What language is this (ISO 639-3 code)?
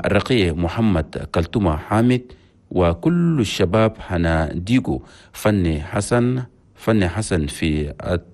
shu